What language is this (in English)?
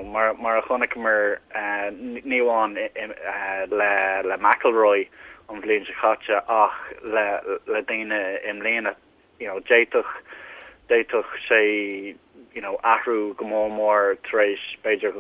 Irish